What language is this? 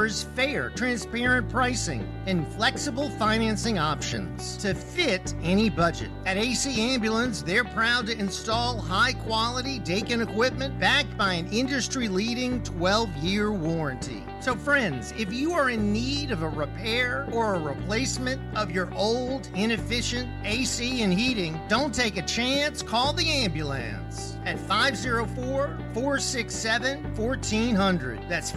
English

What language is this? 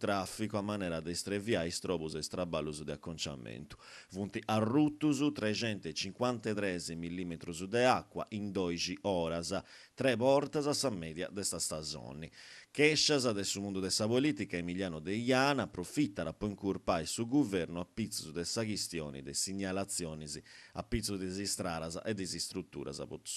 Sardinian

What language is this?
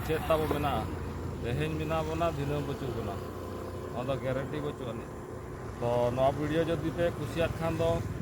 Santali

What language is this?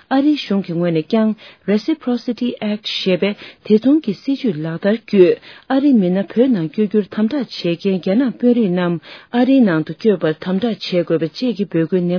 Tibetan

